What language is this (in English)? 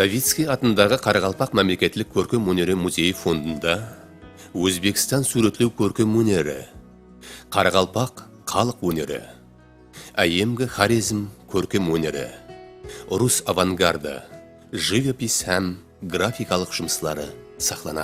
Kara-Kalpak